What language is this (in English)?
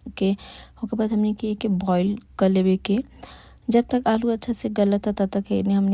Bhojpuri